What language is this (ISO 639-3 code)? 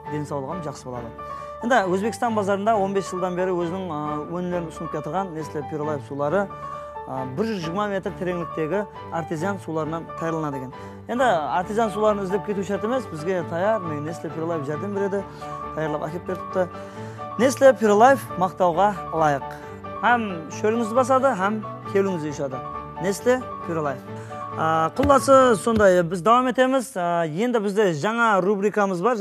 kaa